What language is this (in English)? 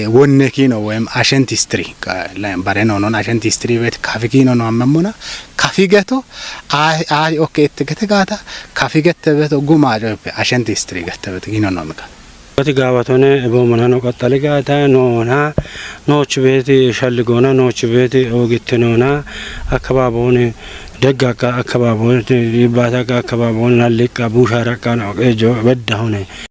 Kafa